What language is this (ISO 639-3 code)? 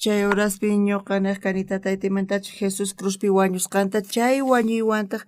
quh